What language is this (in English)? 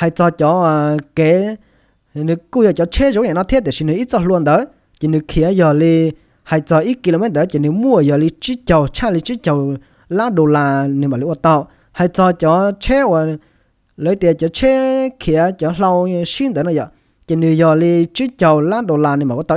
Hmong